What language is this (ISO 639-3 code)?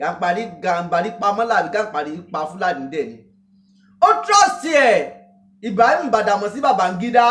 yor